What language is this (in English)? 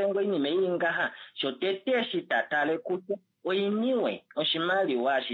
Kuanyama